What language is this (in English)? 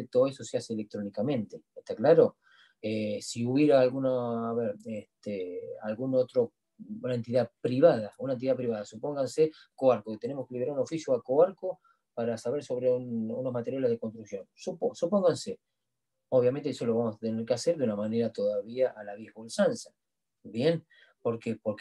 Spanish